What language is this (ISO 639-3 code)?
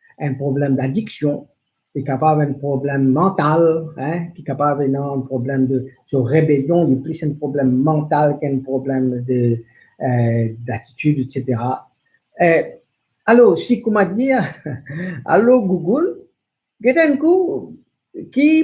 mfe